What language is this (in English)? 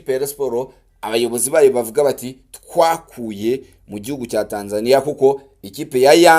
Kinyarwanda